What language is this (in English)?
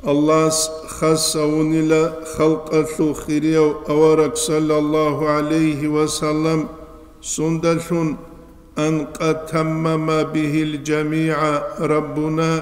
Avaric